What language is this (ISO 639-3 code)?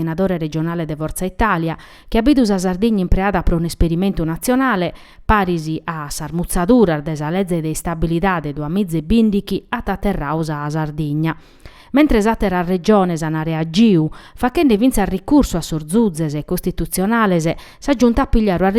srd